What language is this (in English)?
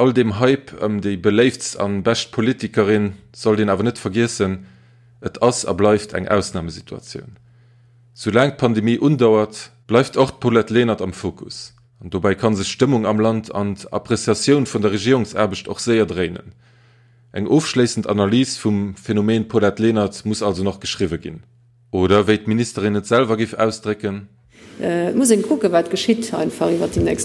Luxembourgish